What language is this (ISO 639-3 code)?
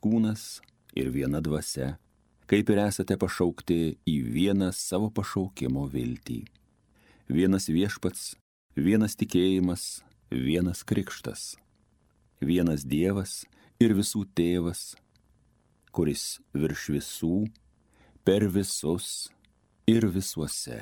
lit